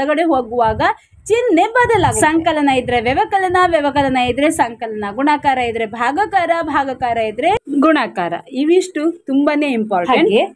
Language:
Kannada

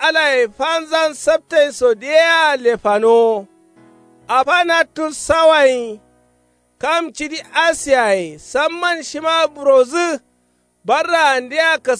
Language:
Kanuri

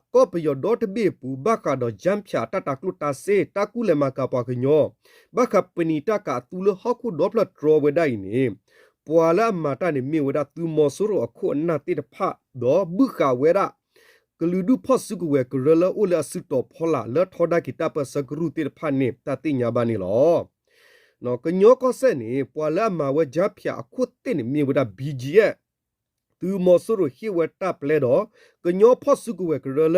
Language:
S'gaw Karen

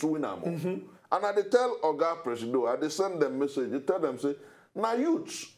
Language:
Nigerian Pidgin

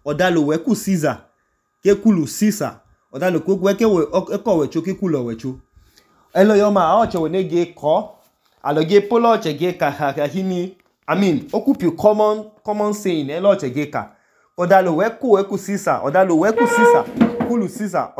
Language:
Idoma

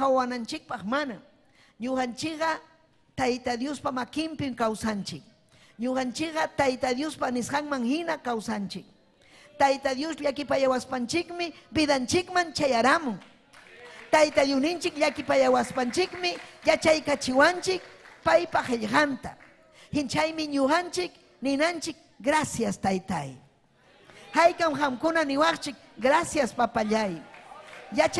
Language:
Ayacucho Quechua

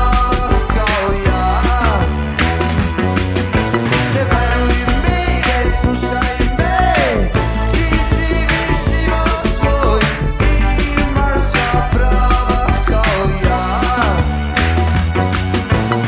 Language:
Serbian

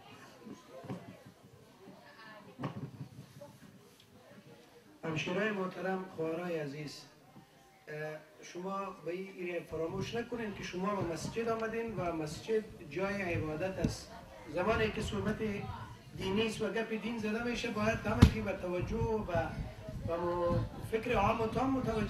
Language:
Persian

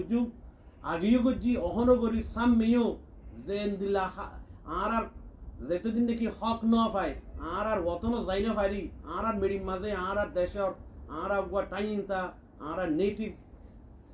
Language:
Rohingya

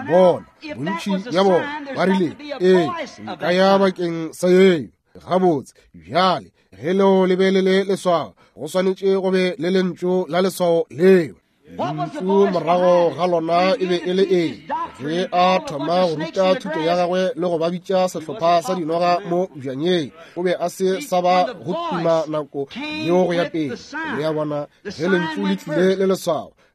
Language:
Northern Sotho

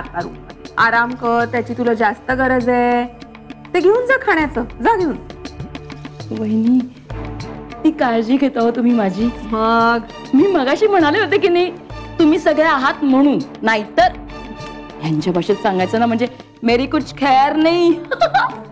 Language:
Marathi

